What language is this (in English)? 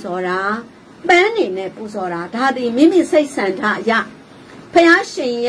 Burmese